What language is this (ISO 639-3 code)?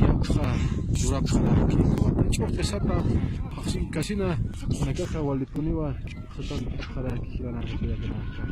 aym